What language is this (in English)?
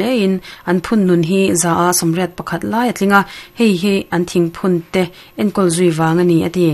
Mizo